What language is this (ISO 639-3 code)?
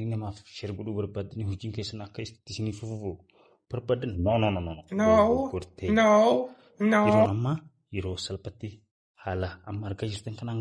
orm